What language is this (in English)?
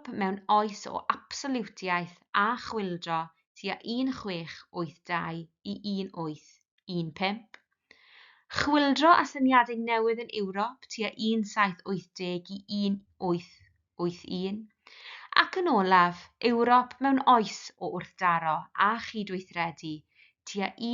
Welsh